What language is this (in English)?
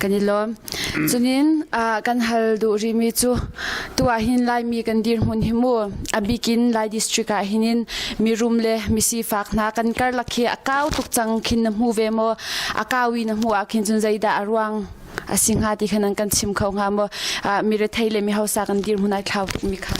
Hakha Chin